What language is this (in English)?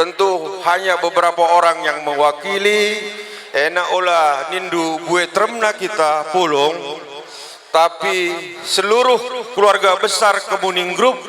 Batak Karo